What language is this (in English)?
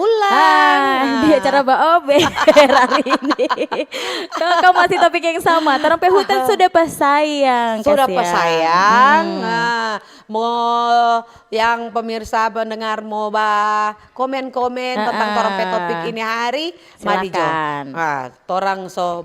Manado Malay